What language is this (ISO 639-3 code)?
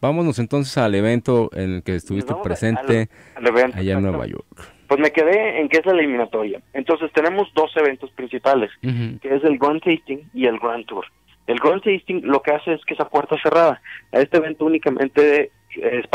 spa